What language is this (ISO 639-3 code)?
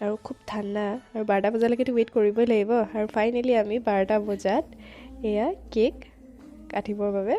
asm